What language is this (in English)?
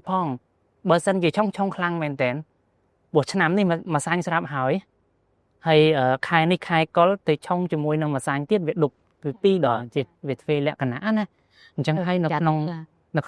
Khmer